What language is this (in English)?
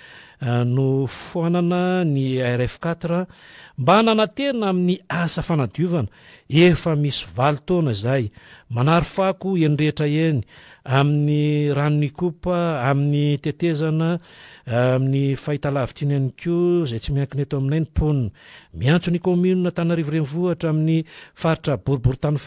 Malagasy